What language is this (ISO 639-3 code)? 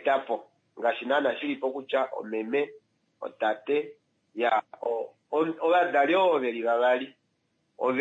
kua